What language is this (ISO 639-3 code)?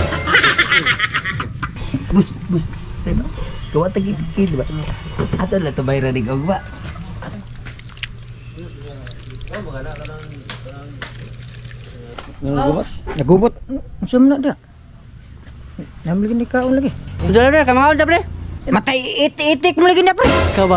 ceb